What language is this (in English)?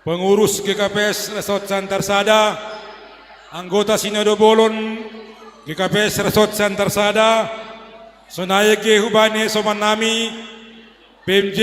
Batak Simalungun